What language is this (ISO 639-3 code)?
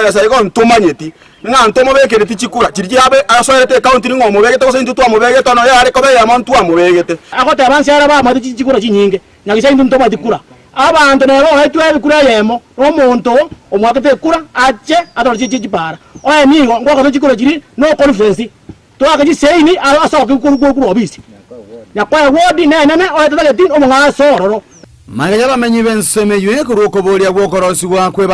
guz